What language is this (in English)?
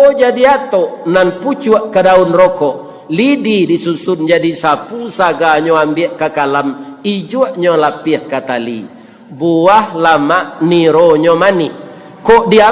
Minangkabau